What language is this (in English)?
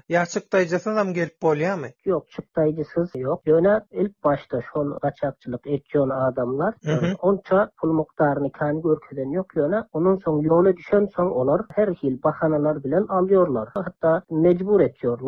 Turkmen